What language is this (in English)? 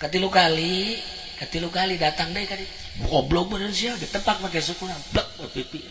Sundanese